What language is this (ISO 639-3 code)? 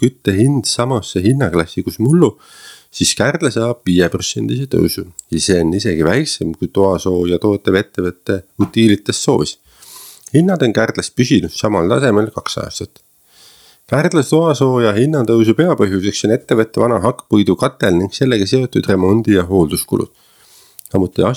est